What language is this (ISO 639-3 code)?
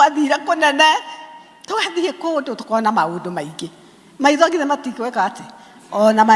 kik